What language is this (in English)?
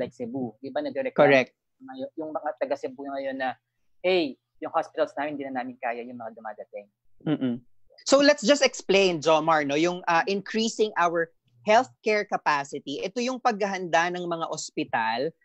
Filipino